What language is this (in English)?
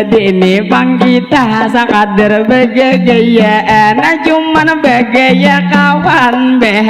Banjar